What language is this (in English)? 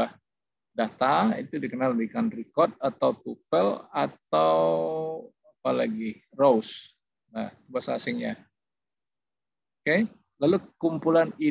Indonesian